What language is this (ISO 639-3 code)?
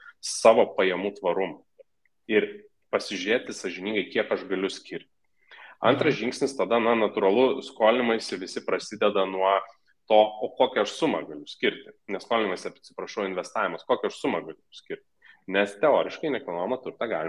lit